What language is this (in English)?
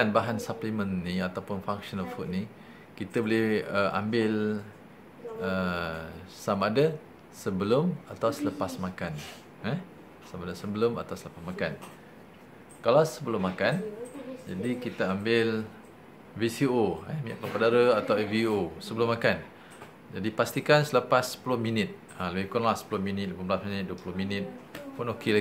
Malay